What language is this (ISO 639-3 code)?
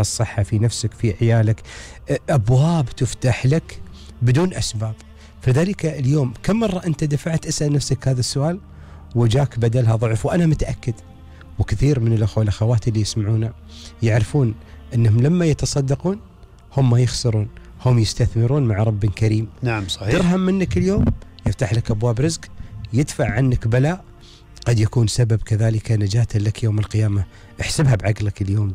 afb